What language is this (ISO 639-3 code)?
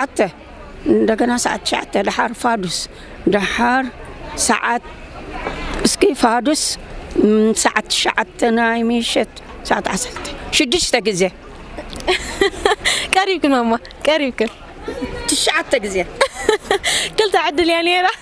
tir